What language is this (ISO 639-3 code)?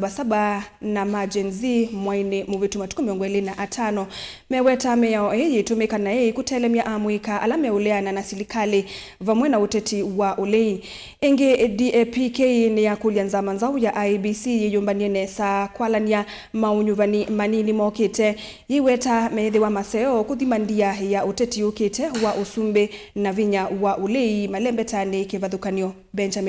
kam